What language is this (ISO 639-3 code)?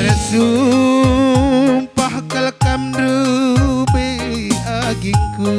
btx